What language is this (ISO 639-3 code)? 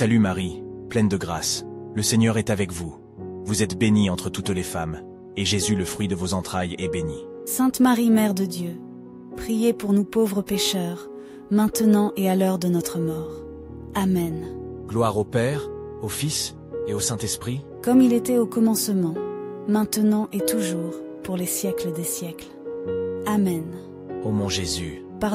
fra